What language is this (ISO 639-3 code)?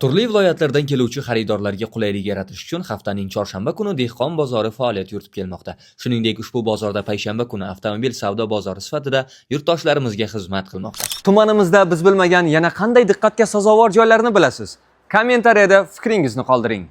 uzb